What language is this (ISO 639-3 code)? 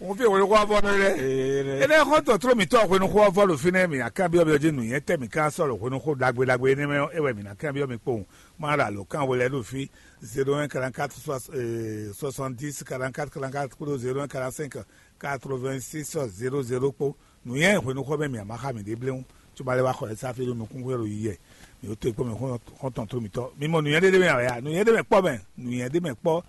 fon